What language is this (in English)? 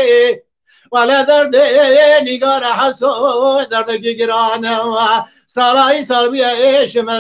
Kurdish